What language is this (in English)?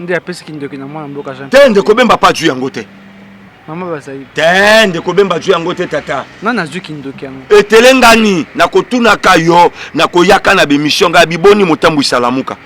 Lingala